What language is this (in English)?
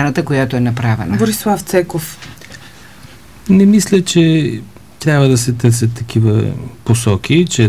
Bulgarian